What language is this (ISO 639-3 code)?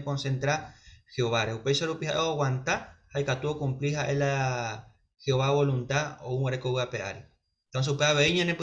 grn